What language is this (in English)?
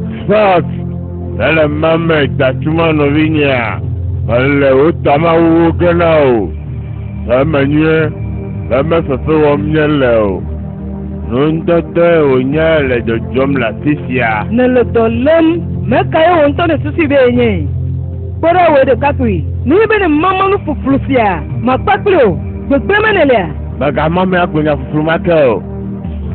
Ewe